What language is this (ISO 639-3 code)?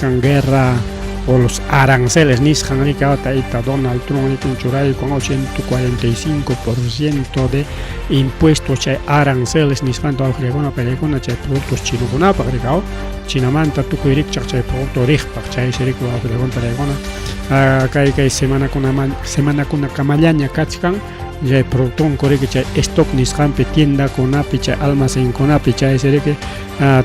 quy